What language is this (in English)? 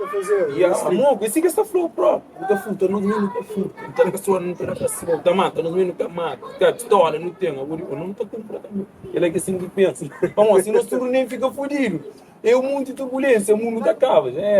Kabuverdianu